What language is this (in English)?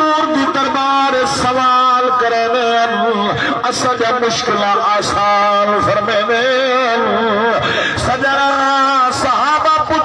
Saraiki